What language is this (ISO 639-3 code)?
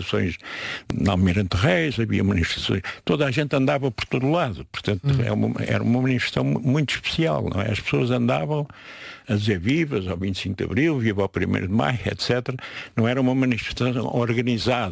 por